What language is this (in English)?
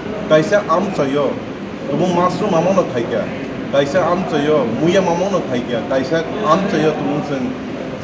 Kok Borok